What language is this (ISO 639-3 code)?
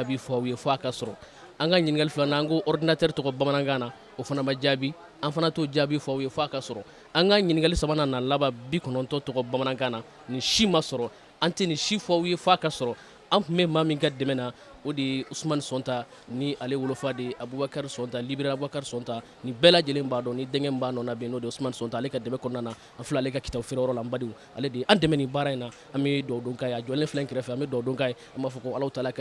bam